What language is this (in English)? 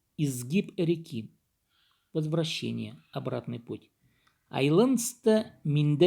Khakas